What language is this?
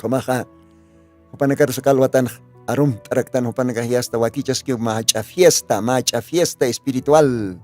Aymara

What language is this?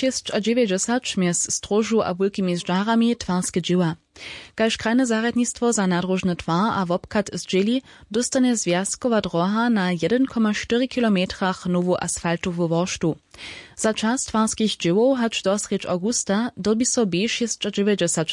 Upper Sorbian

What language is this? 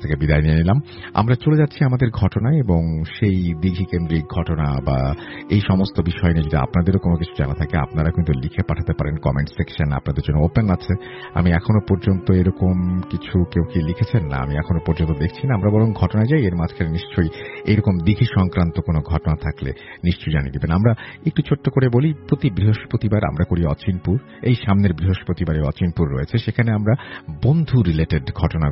Bangla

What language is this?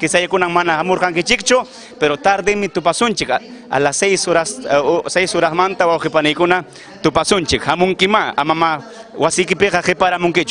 Ayacucho Quechua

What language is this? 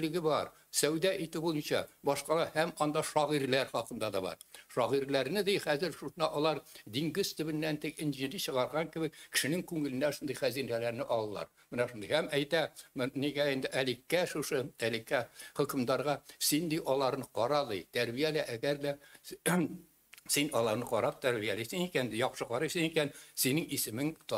Tatar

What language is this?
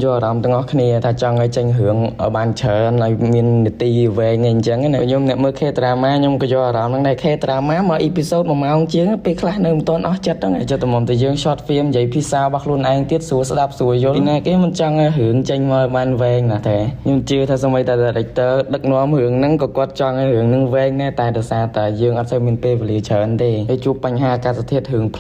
Khmer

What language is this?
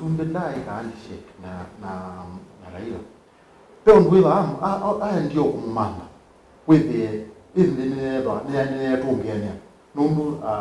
Kamba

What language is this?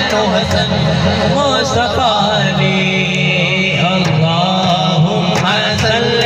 Saraiki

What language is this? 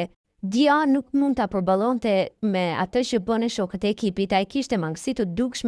Albanian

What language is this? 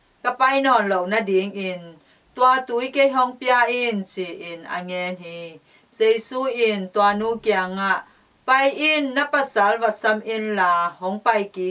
Tedim Chin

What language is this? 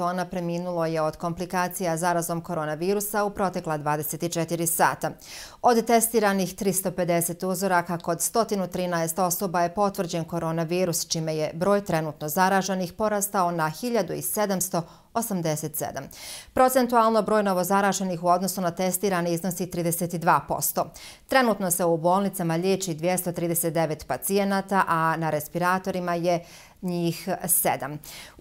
Bosnian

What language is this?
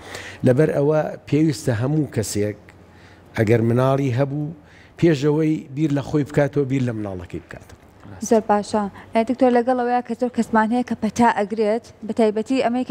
Central Kurdish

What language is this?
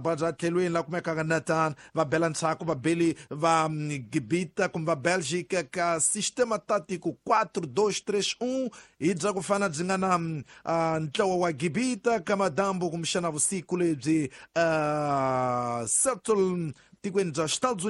Tsonga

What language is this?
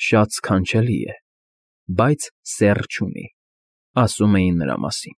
Armenian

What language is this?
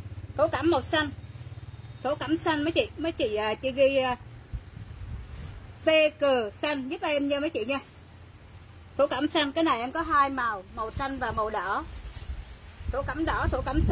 Vietnamese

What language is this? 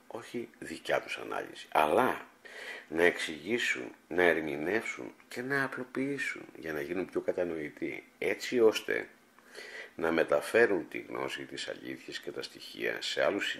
Greek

